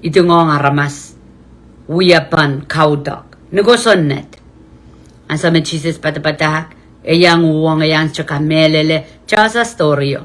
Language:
Pohnpeian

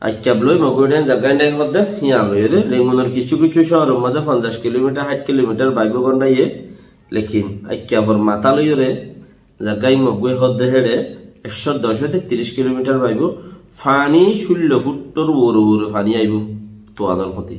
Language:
Rohingya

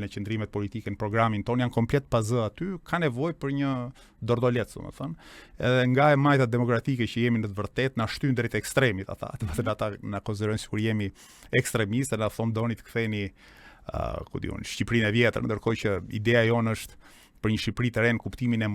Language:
Albanian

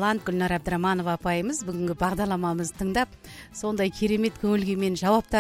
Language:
Kazakh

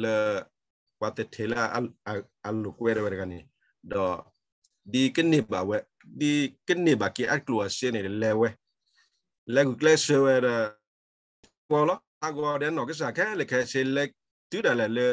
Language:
S'gaw Karen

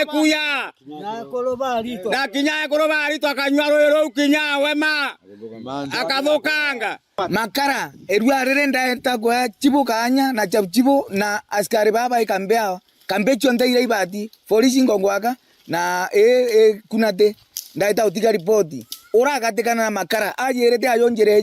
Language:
Meru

